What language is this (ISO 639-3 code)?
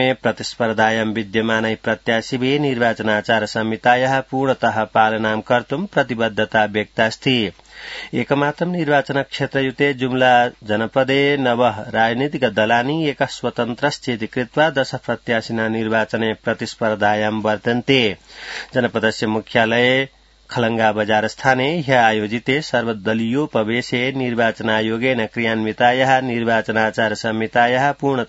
san